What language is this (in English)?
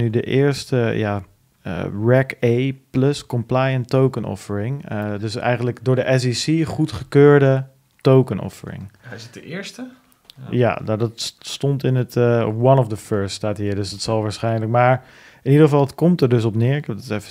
Dutch